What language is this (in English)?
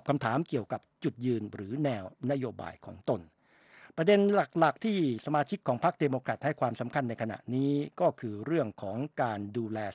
Thai